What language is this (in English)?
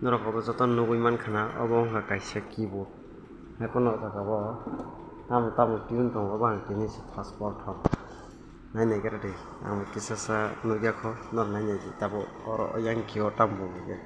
Kok Borok